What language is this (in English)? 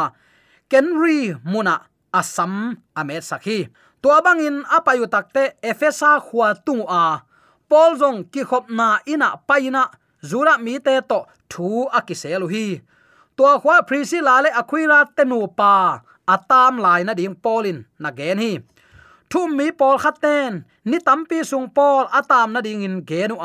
Tedim Chin